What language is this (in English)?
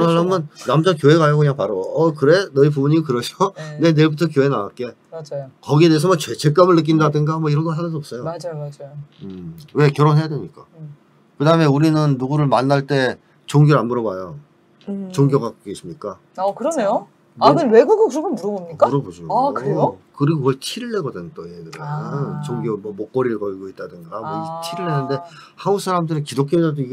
Korean